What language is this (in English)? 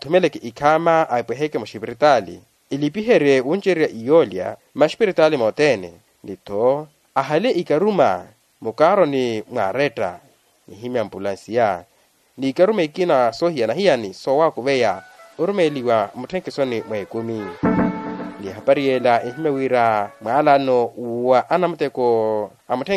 Makhuwa